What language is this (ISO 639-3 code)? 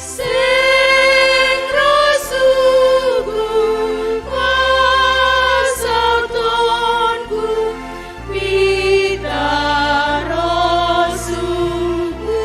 bts